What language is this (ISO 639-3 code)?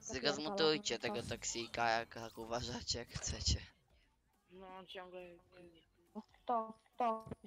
pol